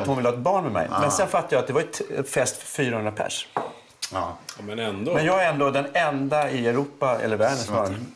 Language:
Swedish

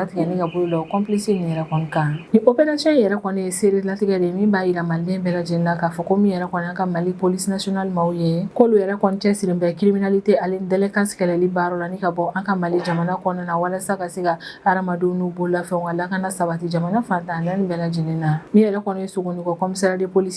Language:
Bambara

